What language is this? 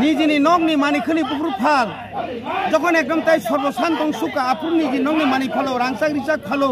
Kok Borok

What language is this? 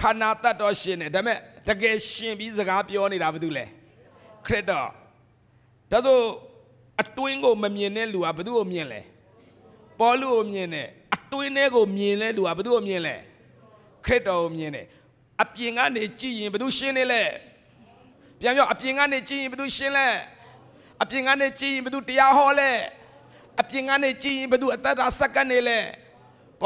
Burmese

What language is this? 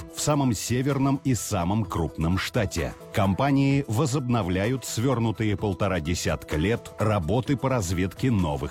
Russian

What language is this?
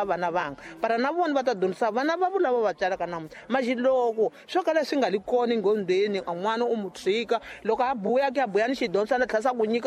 Tsonga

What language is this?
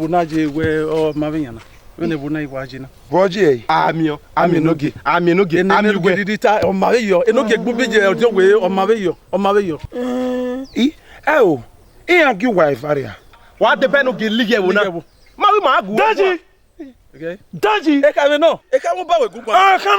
Bini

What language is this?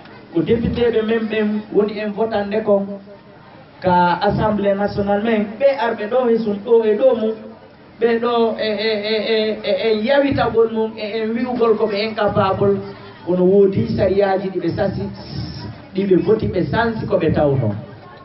Fula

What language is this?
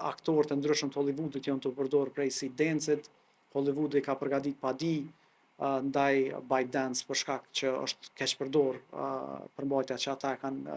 Albanian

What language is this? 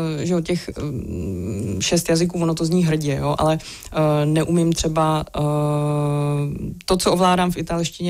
Czech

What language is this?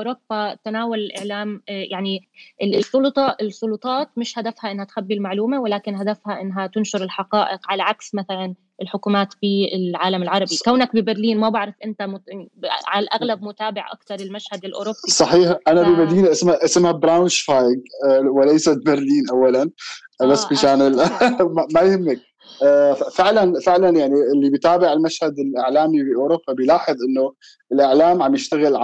North Levantine Arabic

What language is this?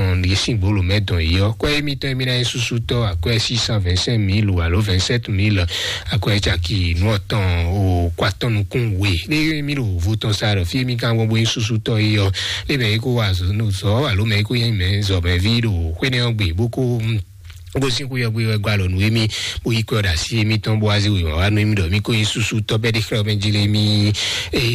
Fon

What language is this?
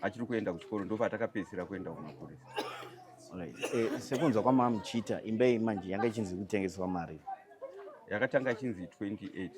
Shona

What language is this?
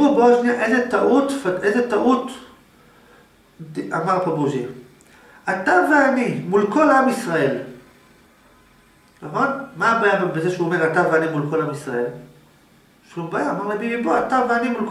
Hebrew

